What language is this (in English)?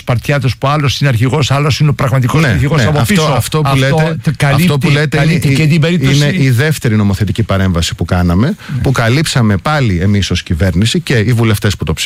Greek